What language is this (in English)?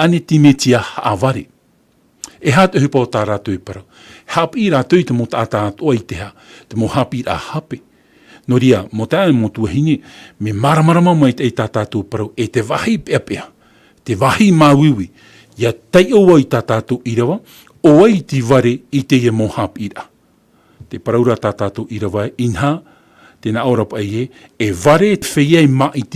Tahitian